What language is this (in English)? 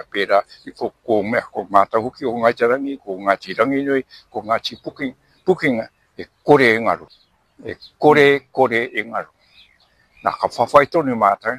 Māori